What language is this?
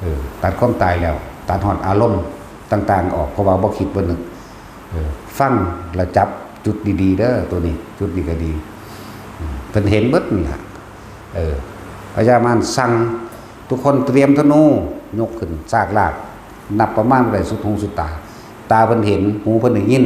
Northeastern Thai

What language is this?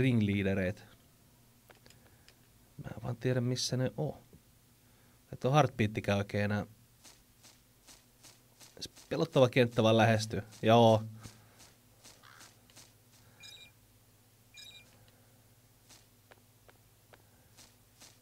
Finnish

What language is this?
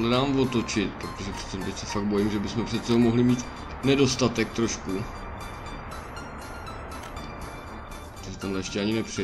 Czech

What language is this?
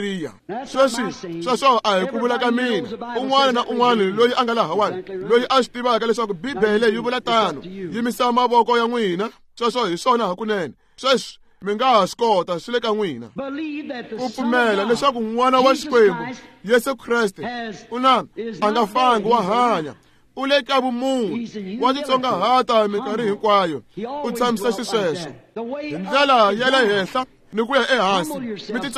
Tsonga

